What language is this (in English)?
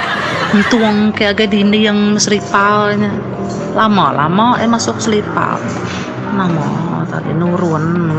Iban